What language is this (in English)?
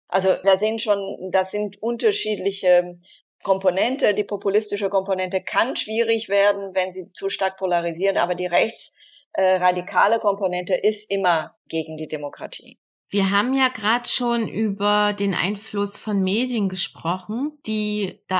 German